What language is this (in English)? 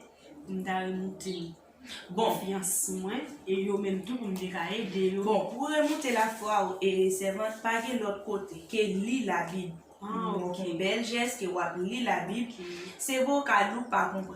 Haitian Creole